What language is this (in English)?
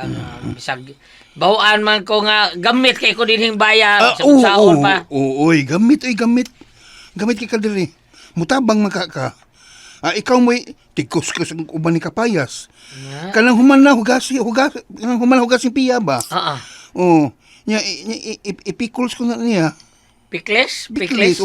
Cebuano